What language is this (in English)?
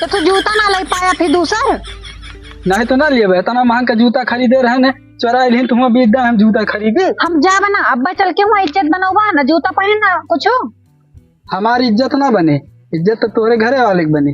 Awadhi